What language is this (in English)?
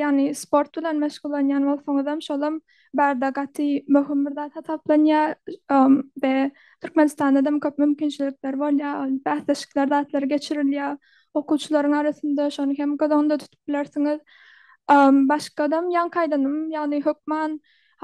Turkmen